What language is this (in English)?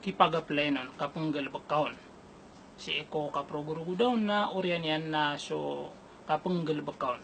Maranao